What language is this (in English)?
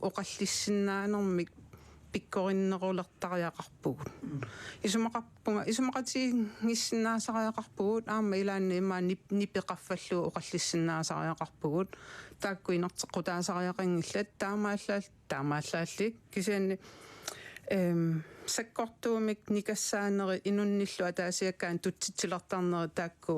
Kalaallisut